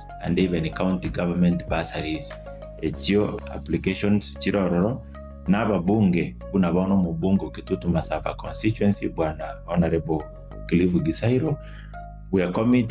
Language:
Gusii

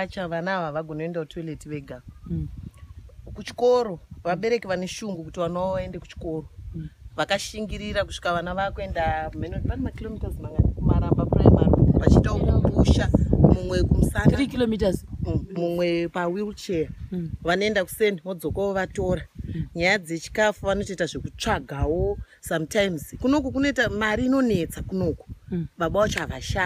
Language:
Shona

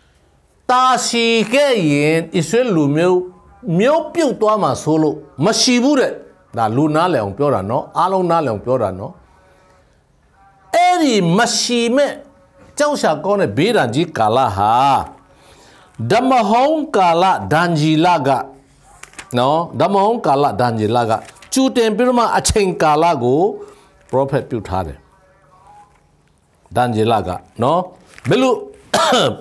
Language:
Burmese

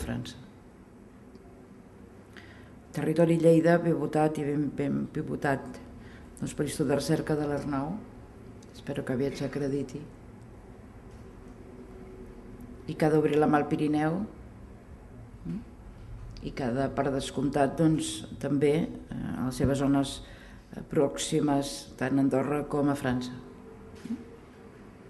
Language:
Catalan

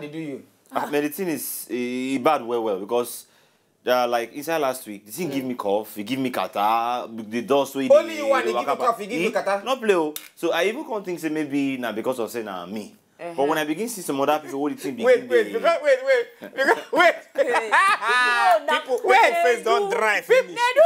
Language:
Nigerian Pidgin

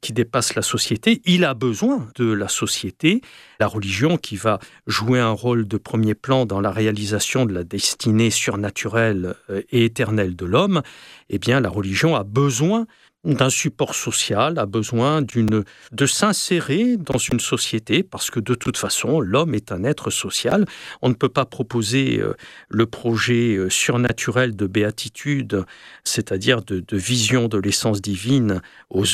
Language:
French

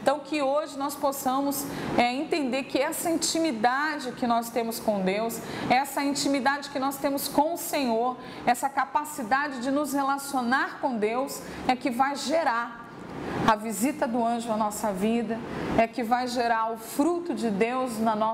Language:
Portuguese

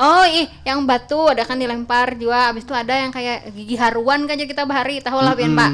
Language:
Banjar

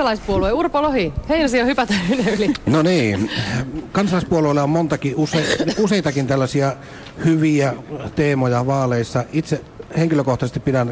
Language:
Finnish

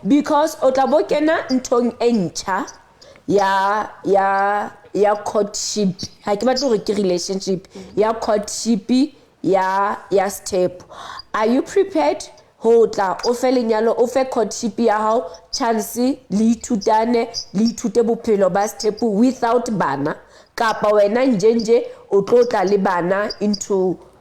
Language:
Southern Sotho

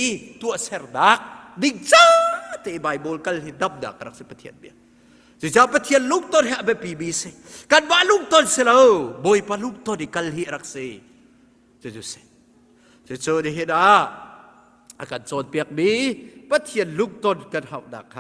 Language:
Hakha Chin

